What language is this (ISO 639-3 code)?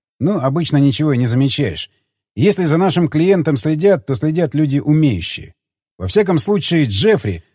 rus